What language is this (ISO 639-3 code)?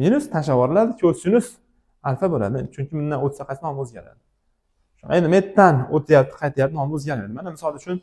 uzb